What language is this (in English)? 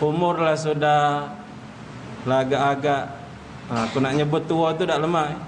Musi